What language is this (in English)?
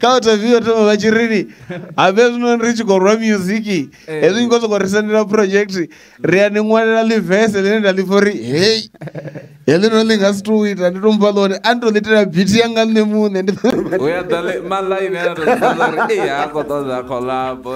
Venda